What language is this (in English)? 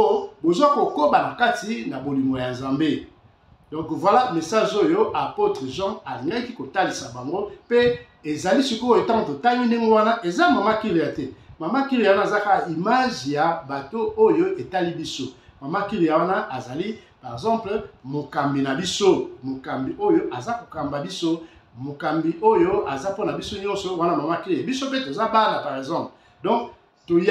Lingala